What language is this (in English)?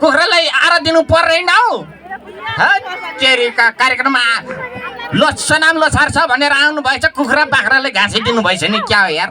Nepali